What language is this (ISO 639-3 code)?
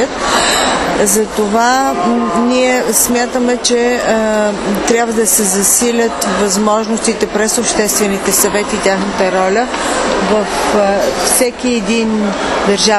bul